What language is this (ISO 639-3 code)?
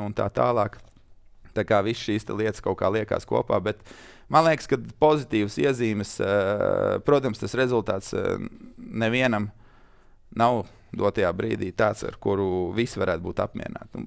lav